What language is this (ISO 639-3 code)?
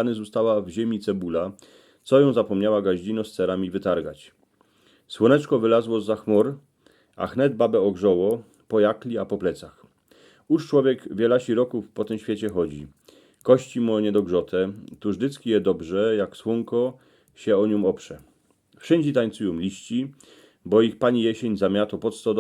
szl